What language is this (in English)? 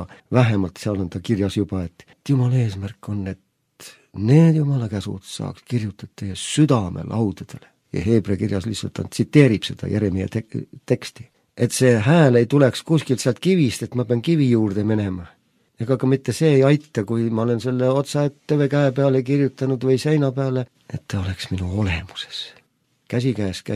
Estonian